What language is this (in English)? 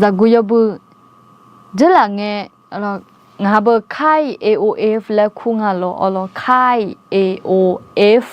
Akha